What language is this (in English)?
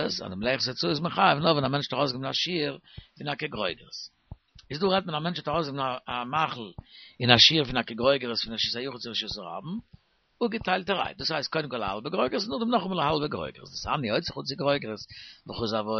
Yiddish